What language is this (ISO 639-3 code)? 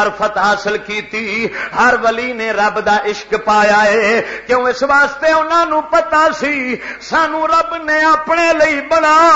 lah